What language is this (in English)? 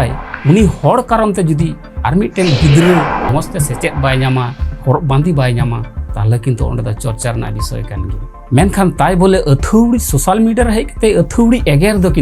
Santali